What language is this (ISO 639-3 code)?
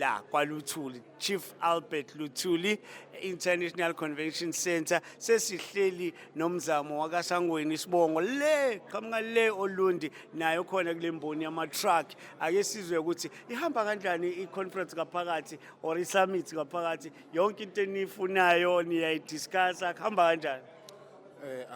zul